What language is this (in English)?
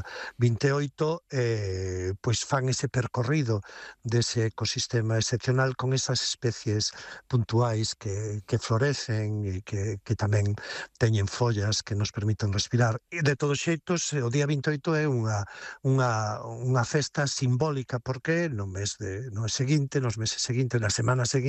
Galician